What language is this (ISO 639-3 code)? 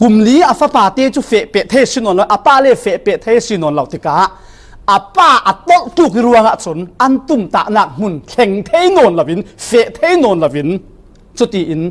cfm